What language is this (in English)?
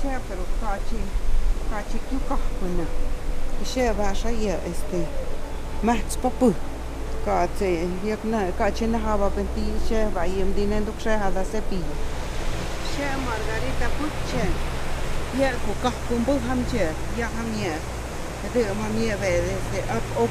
Totontepec Mixe